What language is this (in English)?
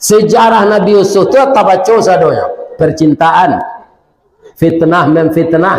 Minangkabau